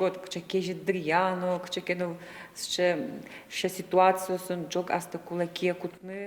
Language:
Udmurt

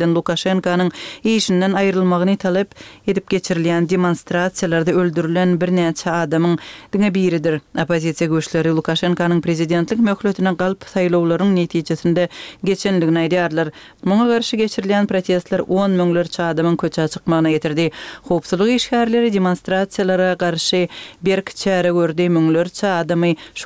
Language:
Turkmen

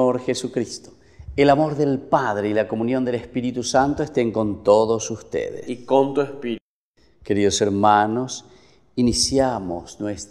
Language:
Spanish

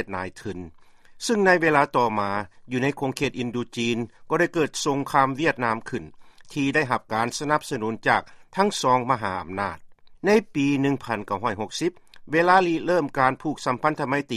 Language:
Lao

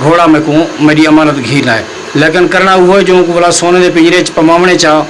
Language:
Saraiki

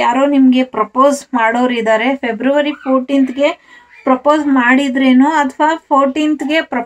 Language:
Kannada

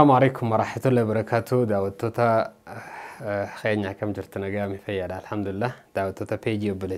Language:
Oromo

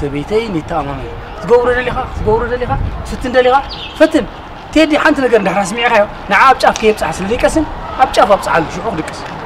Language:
Tigrinya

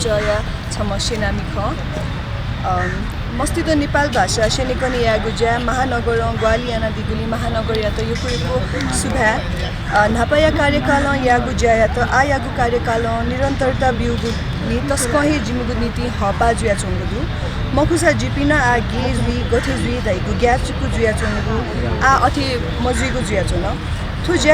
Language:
Newari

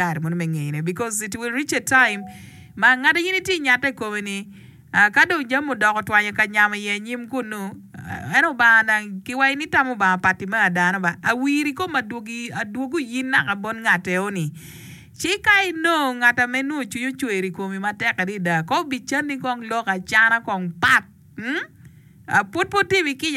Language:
Acoli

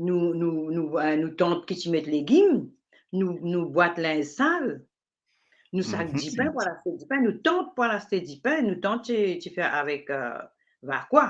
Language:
Morisyen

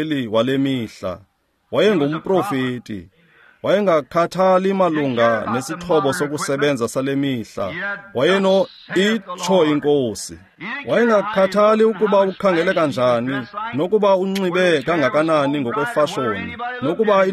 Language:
Xhosa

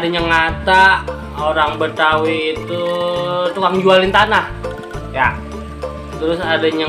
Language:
Betawi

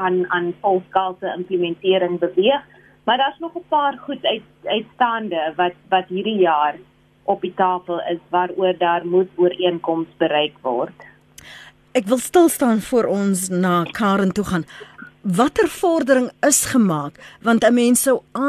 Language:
Afrikaans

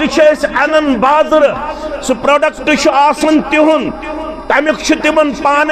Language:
Kashmiri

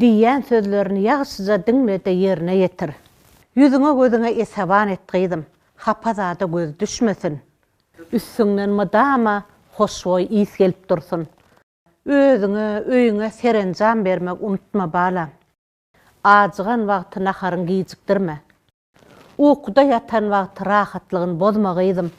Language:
Turkmen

